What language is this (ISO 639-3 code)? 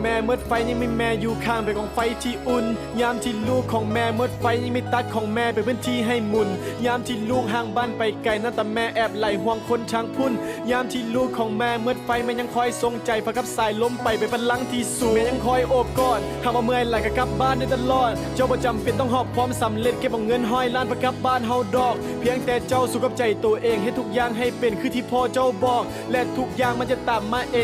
lao